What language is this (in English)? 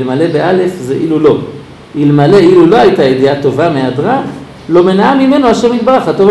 Hebrew